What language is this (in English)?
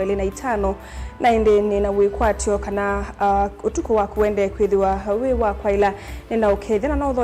Kamba